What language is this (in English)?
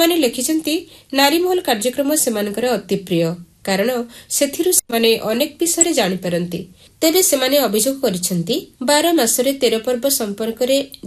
Odia